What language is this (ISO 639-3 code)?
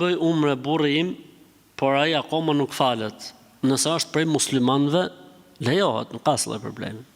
sqi